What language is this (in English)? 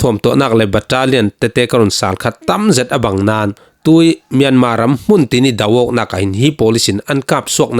Falam Chin